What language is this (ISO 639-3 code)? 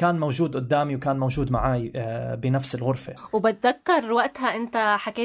apc